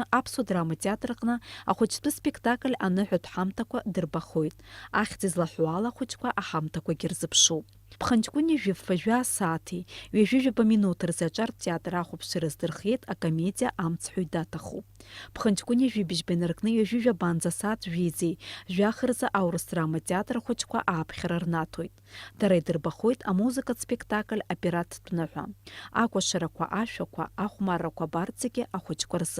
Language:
Abkhazian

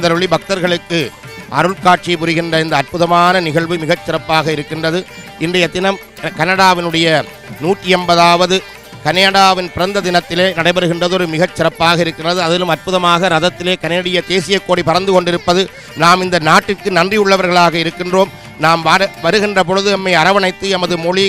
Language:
Tamil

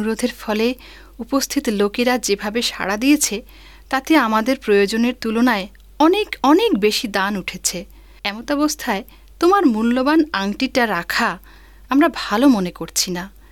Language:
Bangla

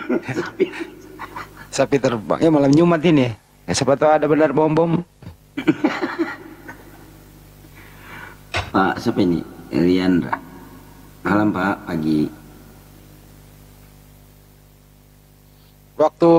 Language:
Indonesian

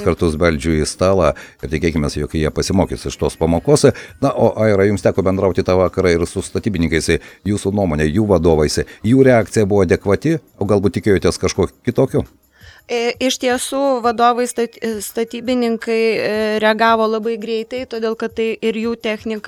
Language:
Lithuanian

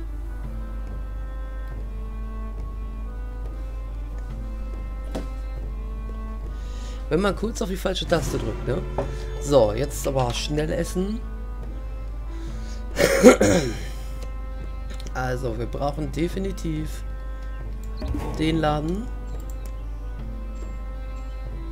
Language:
German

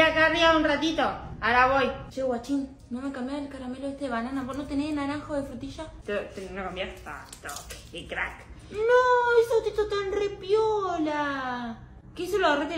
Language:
Spanish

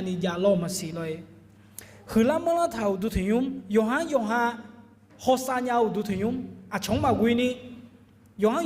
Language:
Akha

